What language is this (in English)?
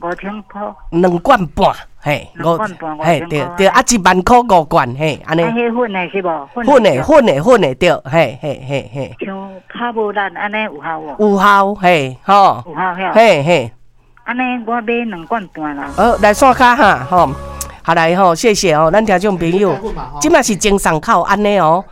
Min Nan Chinese